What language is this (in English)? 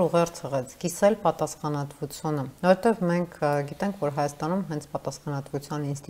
Armenian